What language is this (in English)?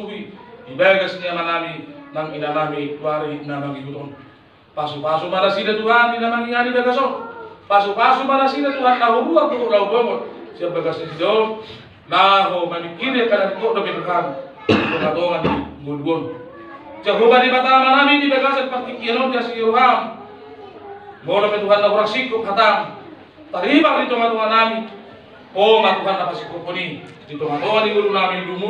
Batak Toba